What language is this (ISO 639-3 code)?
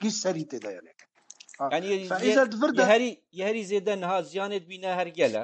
kur